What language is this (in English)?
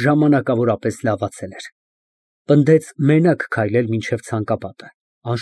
Armenian